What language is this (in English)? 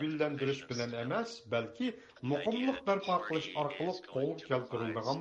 Uyghur